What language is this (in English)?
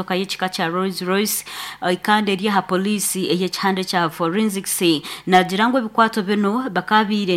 Nyankole